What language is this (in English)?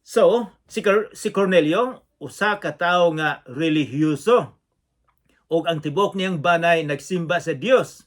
Cebuano